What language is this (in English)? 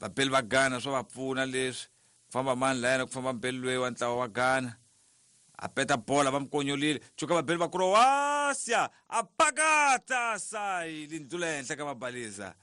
Tsonga